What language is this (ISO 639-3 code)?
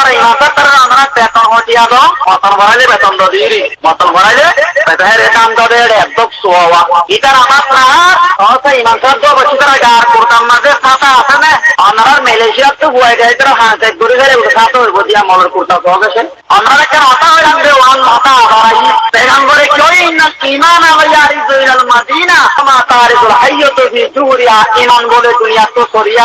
rhg